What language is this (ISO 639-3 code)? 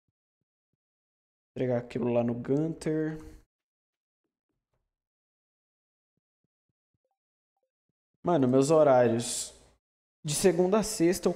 por